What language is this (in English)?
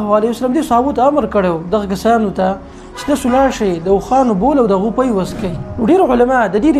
Pashto